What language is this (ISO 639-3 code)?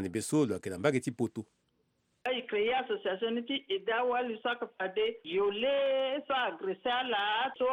sag